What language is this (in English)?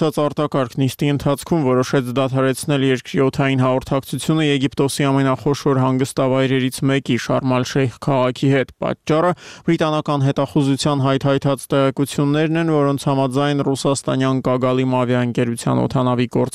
Armenian